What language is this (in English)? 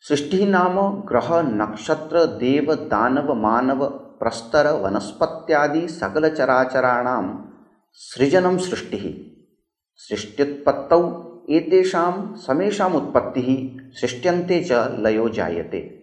Sanskrit